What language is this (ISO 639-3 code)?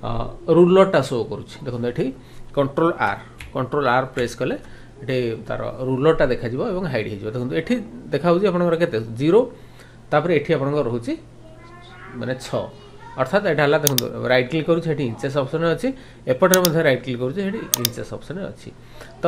ori